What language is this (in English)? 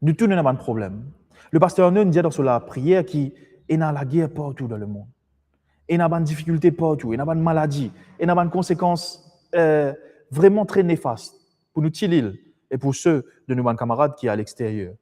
Morisyen